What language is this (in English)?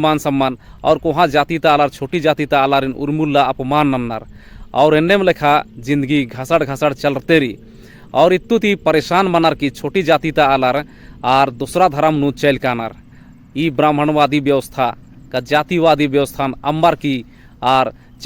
Kurukh